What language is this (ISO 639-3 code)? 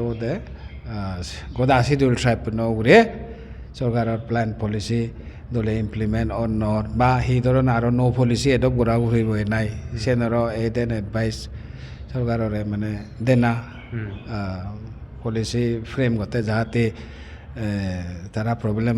ccp